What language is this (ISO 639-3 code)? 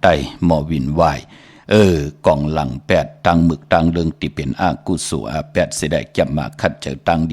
shn